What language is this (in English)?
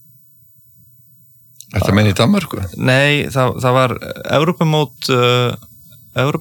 Icelandic